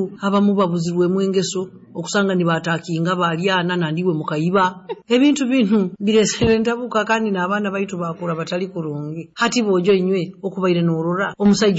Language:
Nyoro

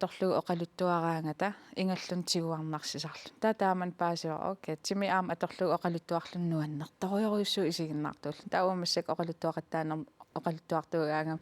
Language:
Kalaallisut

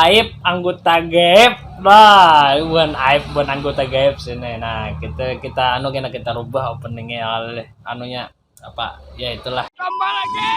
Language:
Banjar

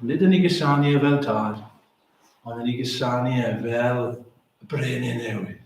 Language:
Welsh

